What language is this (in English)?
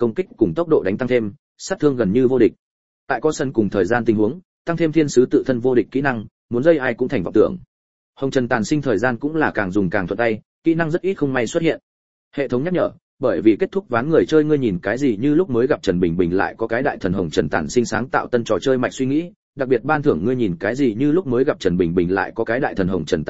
Vietnamese